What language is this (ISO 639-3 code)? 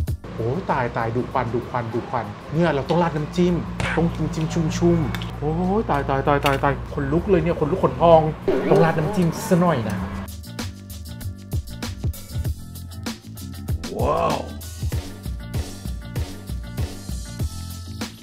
tha